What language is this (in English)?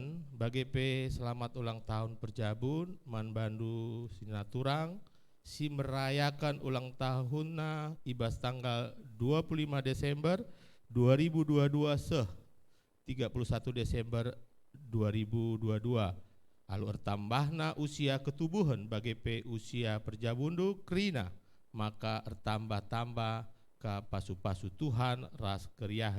Batak Karo